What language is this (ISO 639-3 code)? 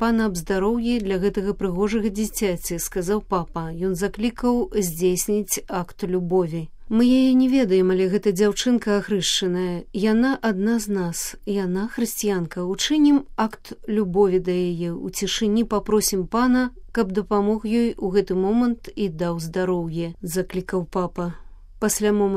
bel